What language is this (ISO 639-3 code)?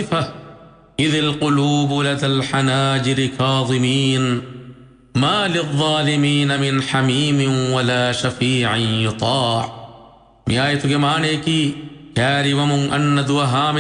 div